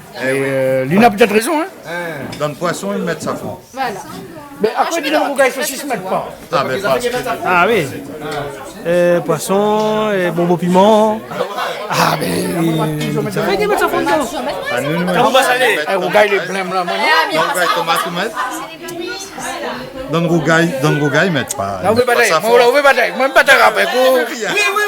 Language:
Réunion Creole French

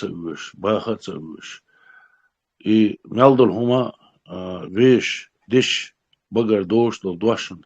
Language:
Chechen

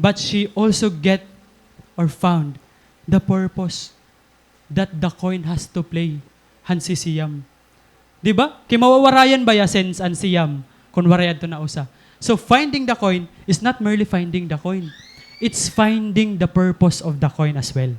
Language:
Waray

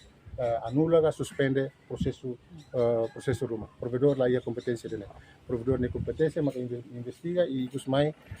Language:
Tetum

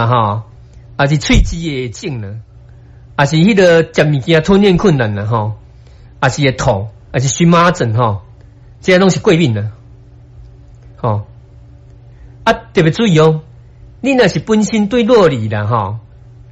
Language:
Min Nan Chinese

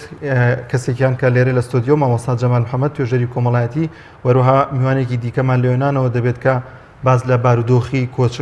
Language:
Central Kurdish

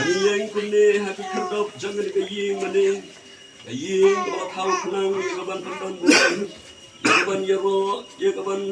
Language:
Khasi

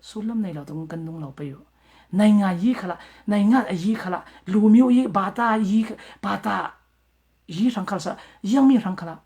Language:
Falam Chin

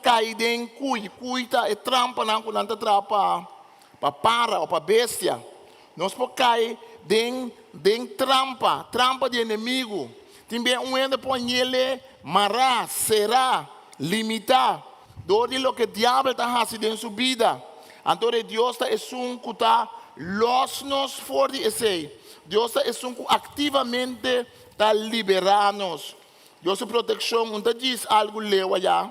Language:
Papiamento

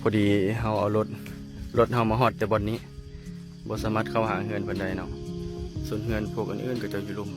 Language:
Lao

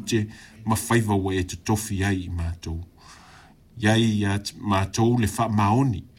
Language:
Samoan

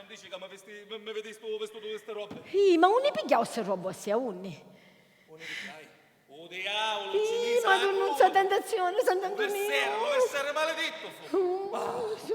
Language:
Sicilian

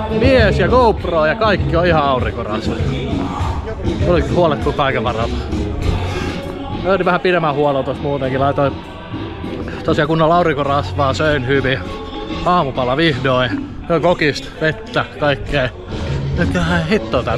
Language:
Finnish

